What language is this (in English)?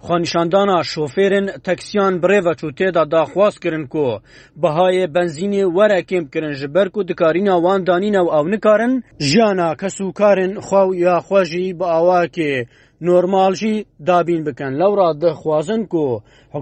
Kurdish